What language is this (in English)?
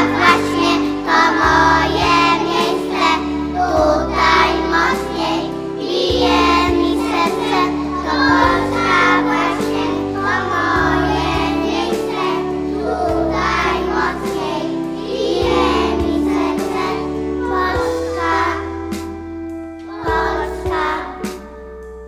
Polish